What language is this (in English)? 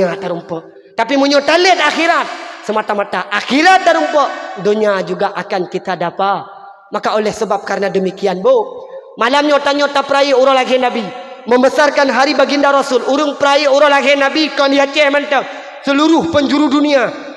Achinese